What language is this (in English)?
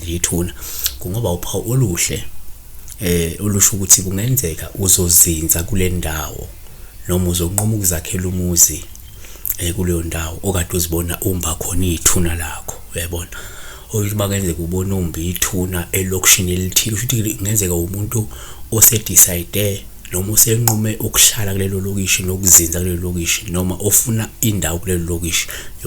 Zulu